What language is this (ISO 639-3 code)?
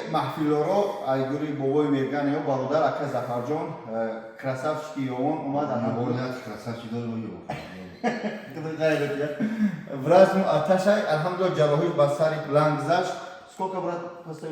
tgk